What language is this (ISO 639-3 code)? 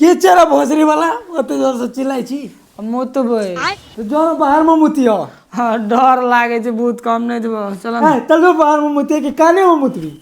mai